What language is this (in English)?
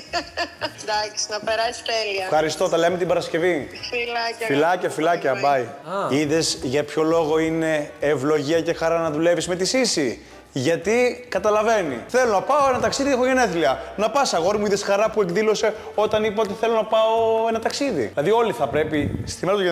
Greek